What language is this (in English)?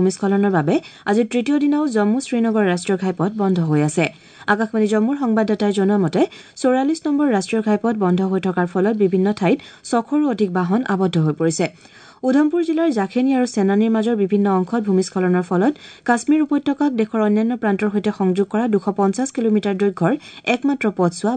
Assamese